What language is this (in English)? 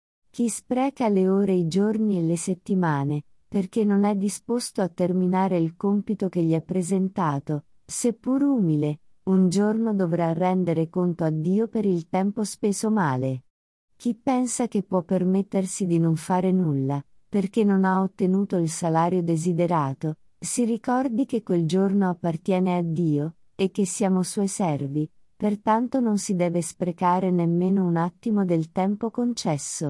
Italian